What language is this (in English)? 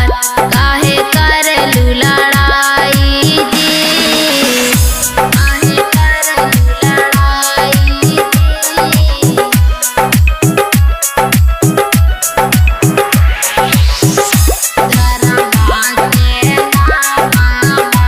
Bhojpuri